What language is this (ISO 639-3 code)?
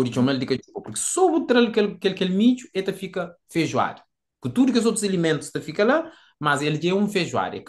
kea